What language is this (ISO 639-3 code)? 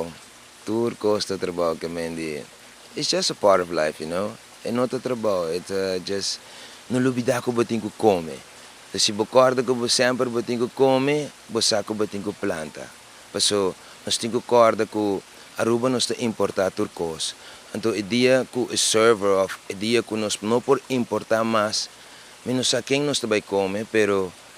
pap